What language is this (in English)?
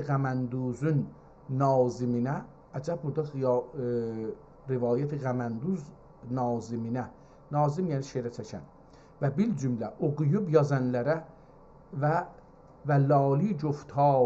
South Azerbaijani